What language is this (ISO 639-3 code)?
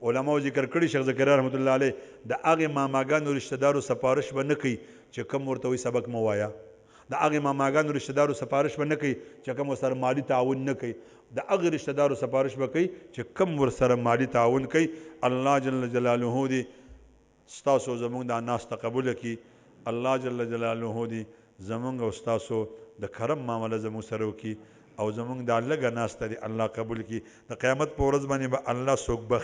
pus